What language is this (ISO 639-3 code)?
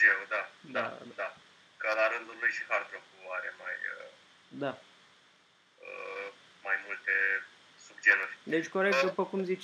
ron